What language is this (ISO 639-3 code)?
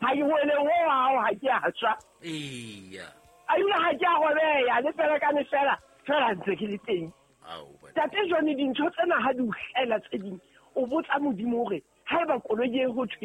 sot